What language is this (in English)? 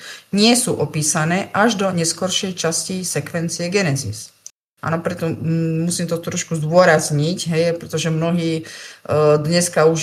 Slovak